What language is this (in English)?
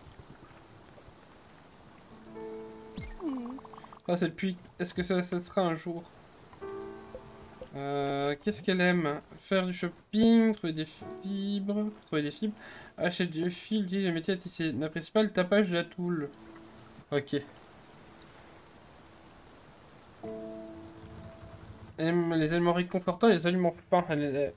French